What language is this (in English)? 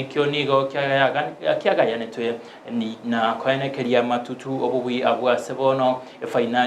Gusii